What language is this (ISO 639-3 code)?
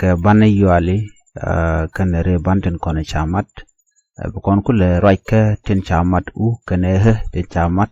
nus